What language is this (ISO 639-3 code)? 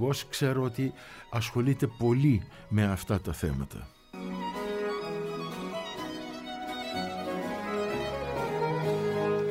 ell